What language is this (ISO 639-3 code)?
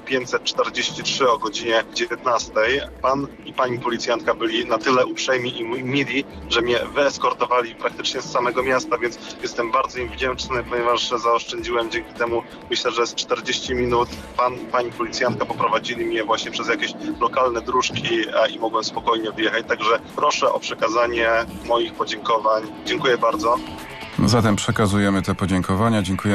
pol